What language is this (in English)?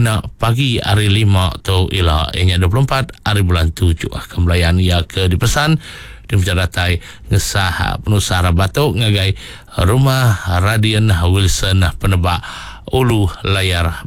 Iban